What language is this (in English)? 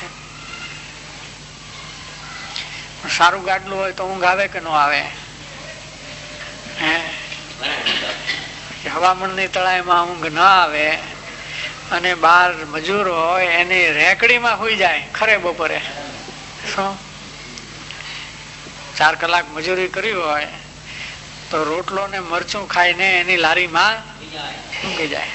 Gujarati